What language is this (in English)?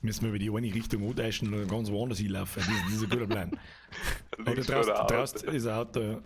Bavarian